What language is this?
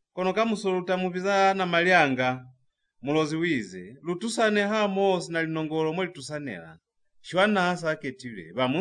Lozi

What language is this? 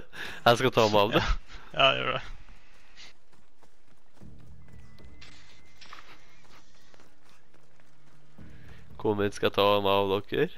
Norwegian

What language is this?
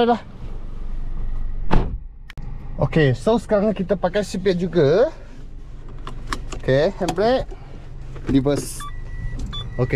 Malay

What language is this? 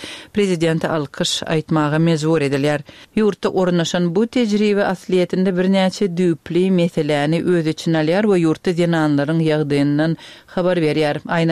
Turkmen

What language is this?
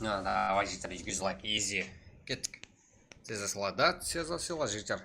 Kara-Kalpak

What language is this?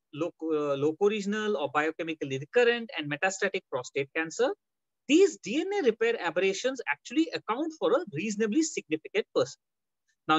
English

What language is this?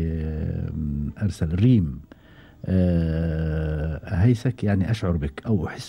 Gulf Arabic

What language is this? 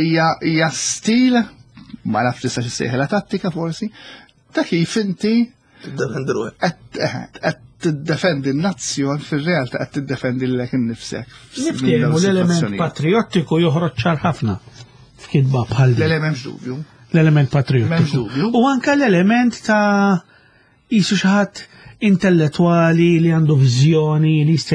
Maltese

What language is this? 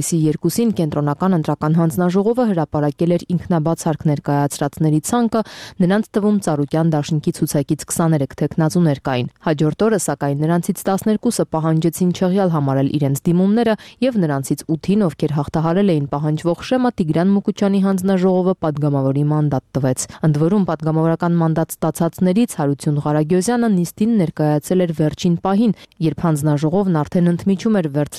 Armenian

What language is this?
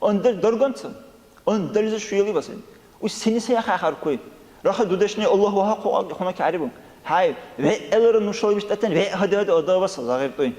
Dargwa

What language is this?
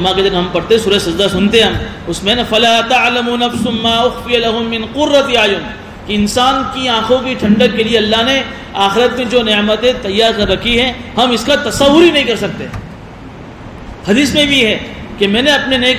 Urdu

